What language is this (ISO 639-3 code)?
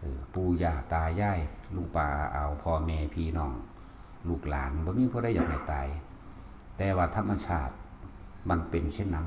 tts